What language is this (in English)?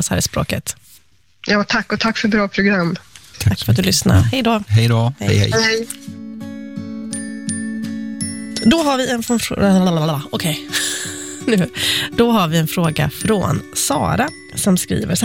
Swedish